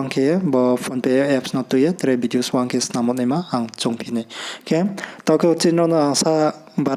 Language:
Riang (India)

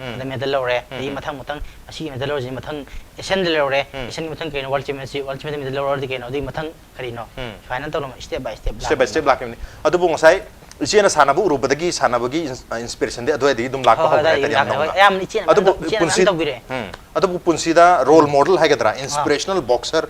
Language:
Manipuri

